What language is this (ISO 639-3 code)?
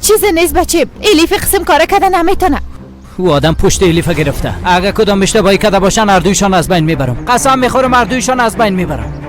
fas